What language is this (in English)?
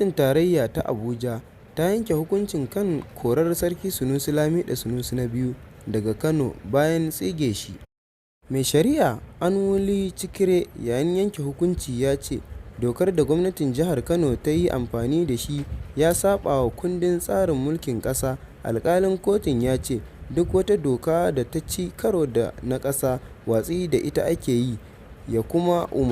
Hausa